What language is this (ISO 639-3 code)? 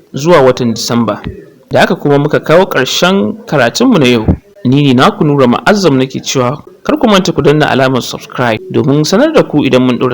hau